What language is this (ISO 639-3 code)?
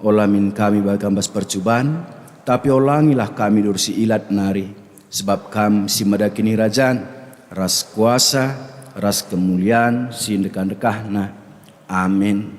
btx